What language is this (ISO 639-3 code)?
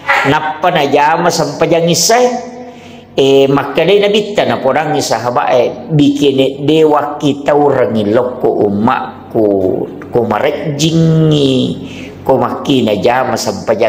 bug